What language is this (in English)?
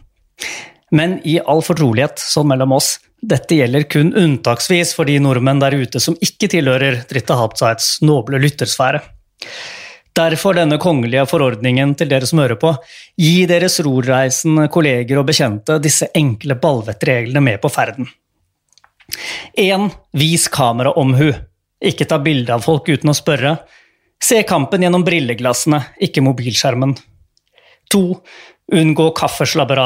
Norwegian